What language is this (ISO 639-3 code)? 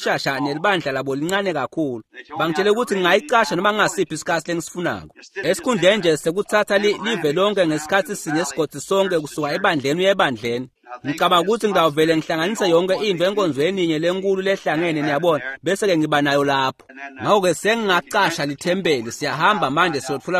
ssw